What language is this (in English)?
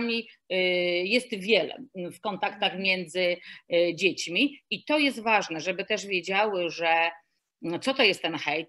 Polish